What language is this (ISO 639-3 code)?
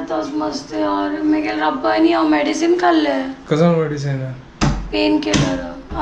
kok